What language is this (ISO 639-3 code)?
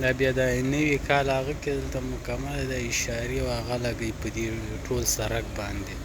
pus